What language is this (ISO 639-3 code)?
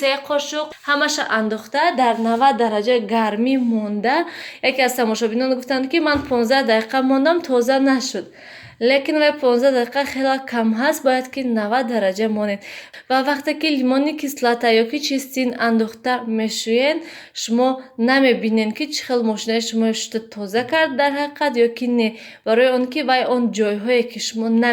tgk